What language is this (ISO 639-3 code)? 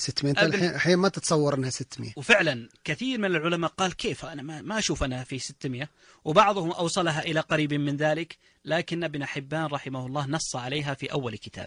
ars